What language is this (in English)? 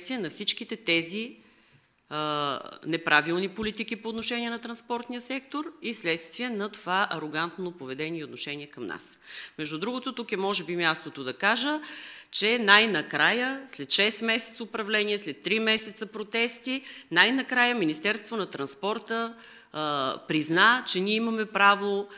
Bulgarian